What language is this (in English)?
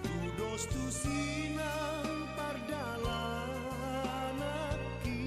Batak Toba